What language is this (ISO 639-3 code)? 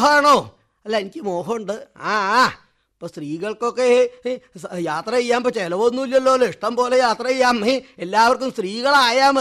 mal